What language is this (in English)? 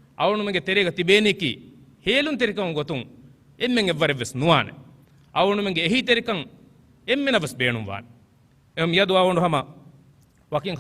Divehi